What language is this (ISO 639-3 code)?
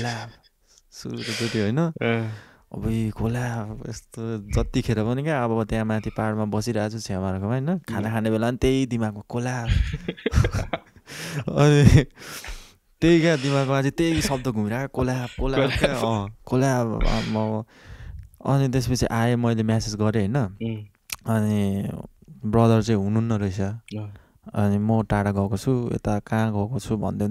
nep